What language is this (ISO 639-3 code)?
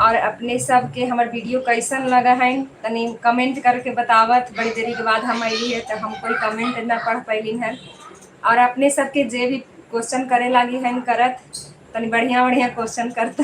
mag